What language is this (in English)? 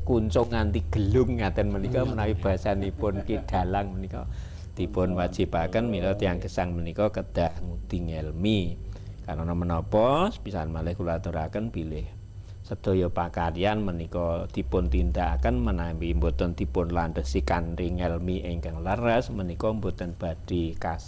Javanese